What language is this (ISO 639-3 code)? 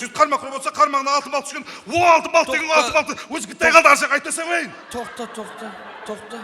kaa